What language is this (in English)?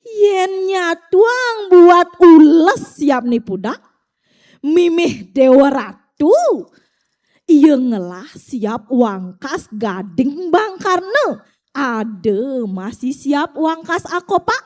Balinese